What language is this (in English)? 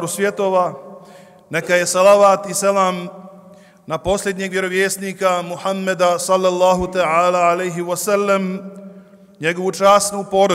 Bosnian